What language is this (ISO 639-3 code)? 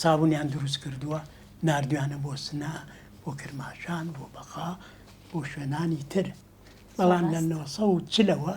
ckb